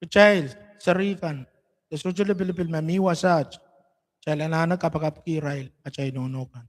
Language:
Pohnpeian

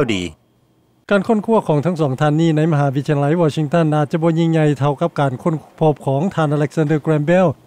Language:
Lao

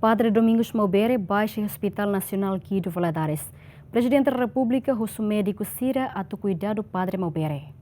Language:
Tetum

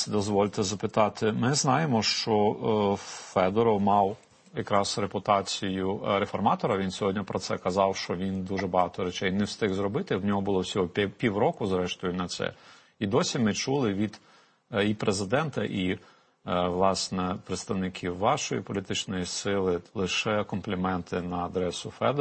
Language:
Ukrainian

